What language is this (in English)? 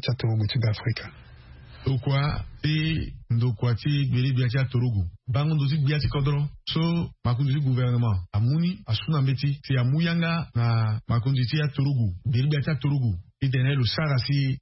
Sango